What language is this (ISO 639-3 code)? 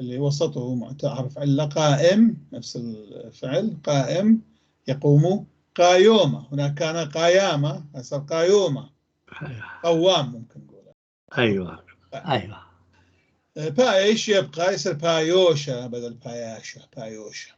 apc